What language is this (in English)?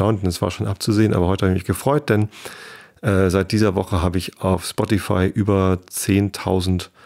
German